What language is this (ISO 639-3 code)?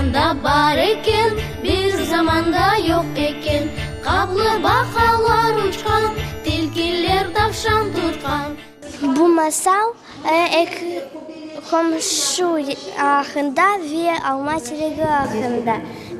crh